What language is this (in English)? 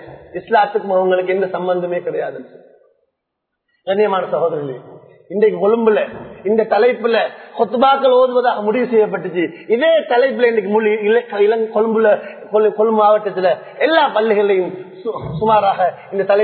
Tamil